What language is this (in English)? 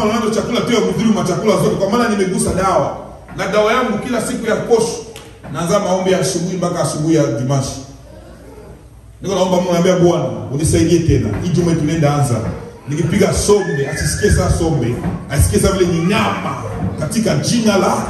Swahili